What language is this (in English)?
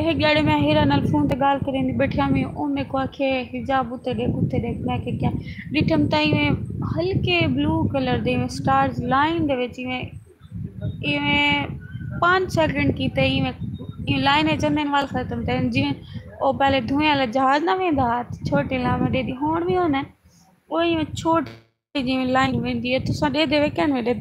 Saraiki